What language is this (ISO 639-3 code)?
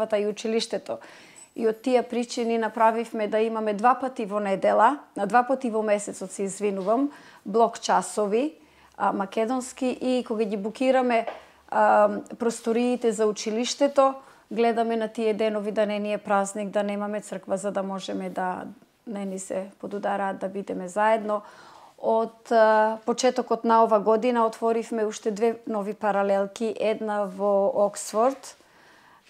mkd